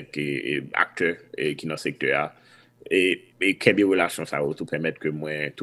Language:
Haitian Creole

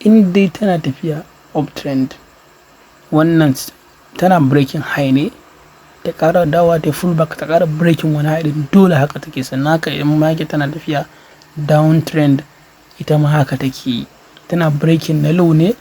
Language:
Hausa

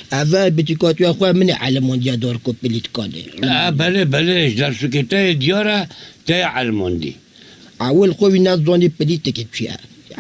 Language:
Kurdish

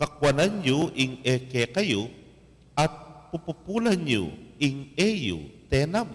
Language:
Pampanga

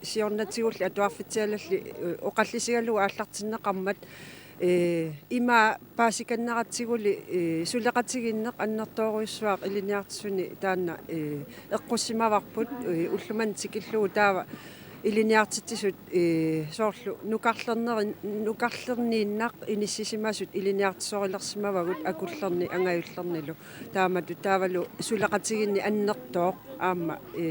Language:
Kalaallisut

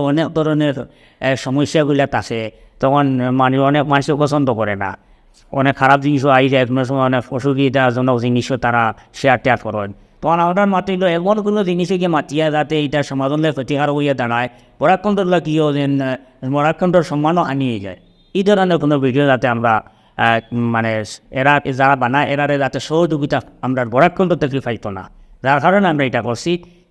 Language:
Sylheti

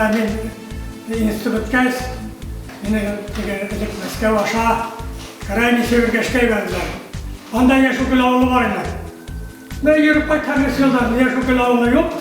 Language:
Bashkir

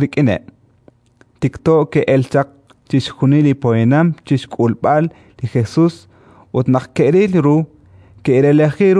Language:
Kekchí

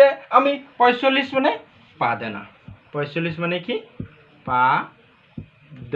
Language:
Assamese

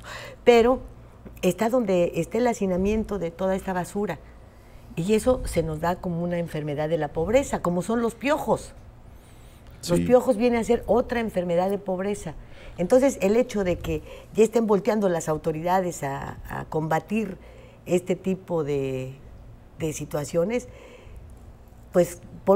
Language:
Spanish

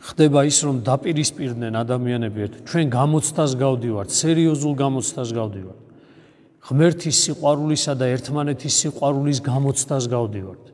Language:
Georgian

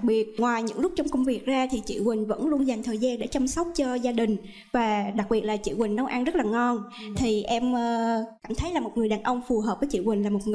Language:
Vietnamese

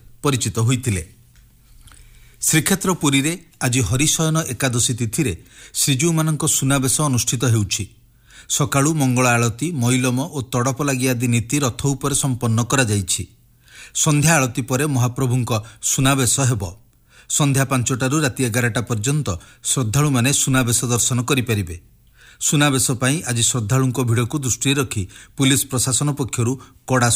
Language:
Odia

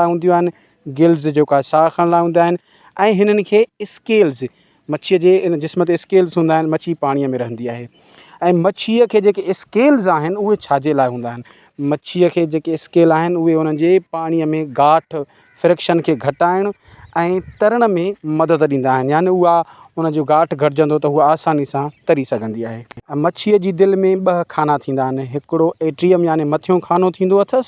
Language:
Sindhi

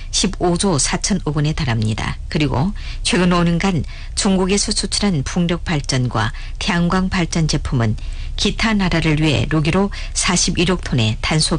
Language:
Korean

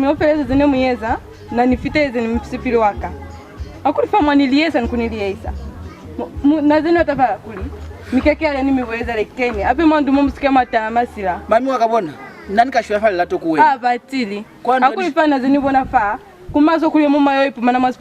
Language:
Lozi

